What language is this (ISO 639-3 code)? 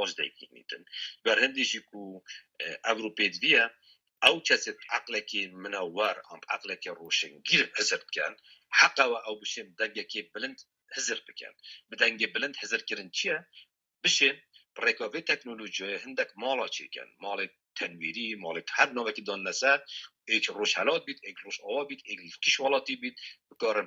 kur